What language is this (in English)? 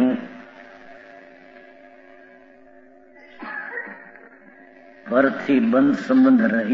Gujarati